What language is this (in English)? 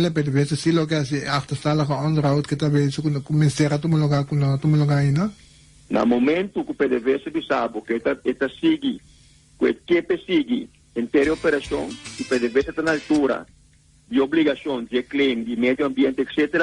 Papiamento